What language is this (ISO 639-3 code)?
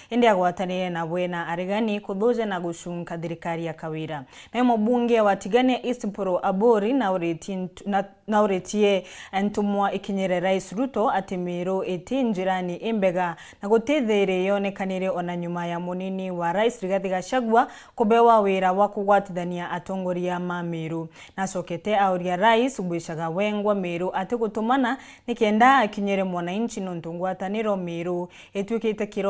mer